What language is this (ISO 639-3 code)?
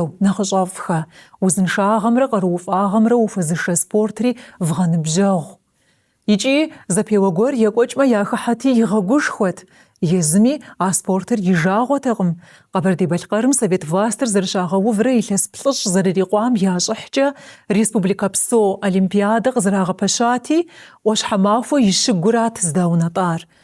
kbd